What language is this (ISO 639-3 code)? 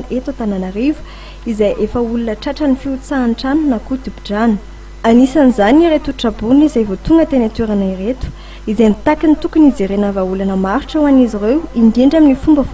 mlg